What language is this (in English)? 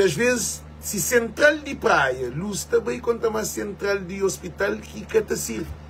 Kabuverdianu